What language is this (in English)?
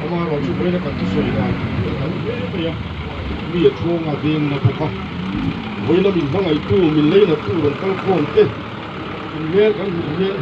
Mizo